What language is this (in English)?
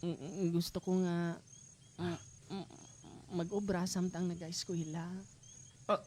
Hiligaynon